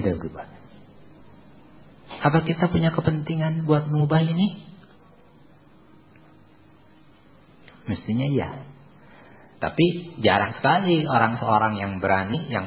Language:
Indonesian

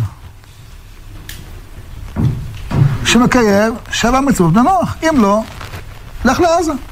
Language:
Hebrew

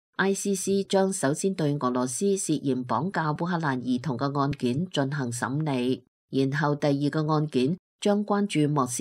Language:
Cantonese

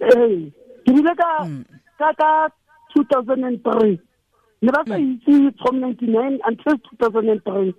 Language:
Tswana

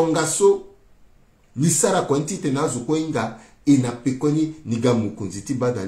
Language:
Sango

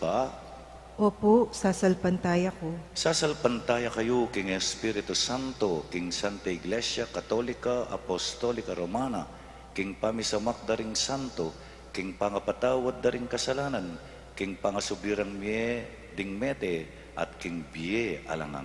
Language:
Pampanga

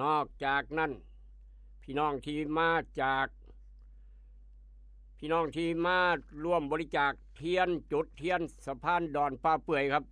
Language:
Northeastern Thai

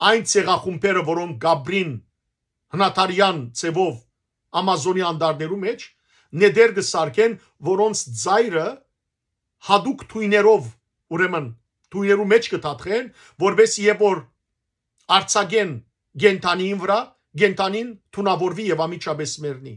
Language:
Western Armenian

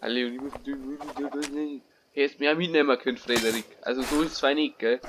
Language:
Bavarian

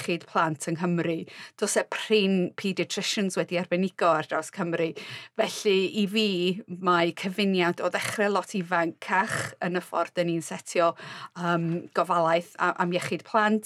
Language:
Welsh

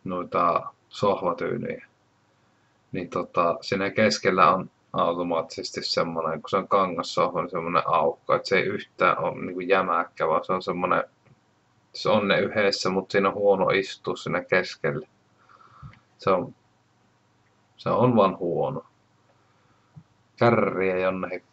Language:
Finnish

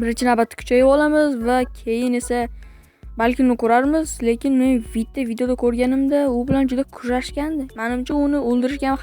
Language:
Uzbek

